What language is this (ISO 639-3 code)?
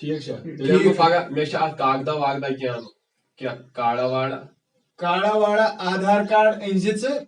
kas